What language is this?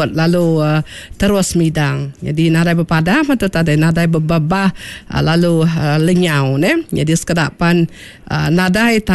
Iban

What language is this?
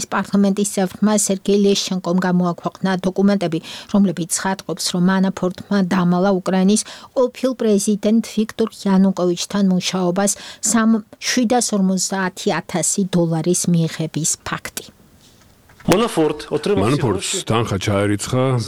Georgian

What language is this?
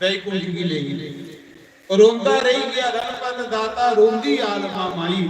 Dogri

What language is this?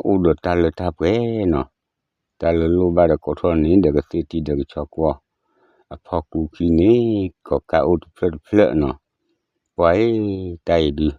S'gaw Karen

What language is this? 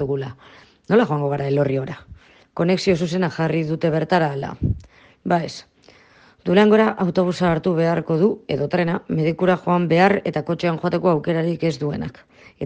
Basque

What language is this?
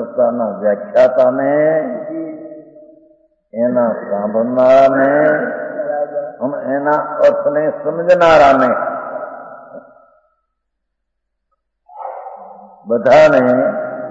Gujarati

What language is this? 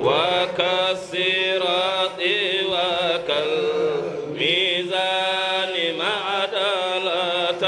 Fula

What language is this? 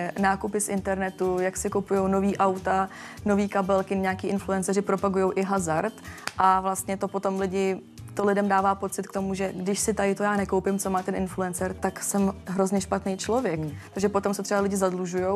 Czech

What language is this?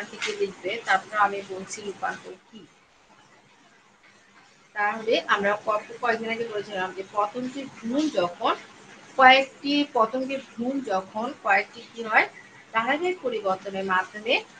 Bangla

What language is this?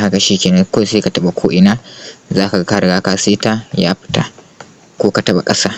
Hausa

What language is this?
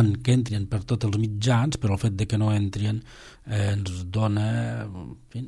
Catalan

